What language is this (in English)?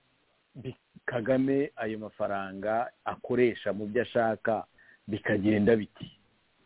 Kinyarwanda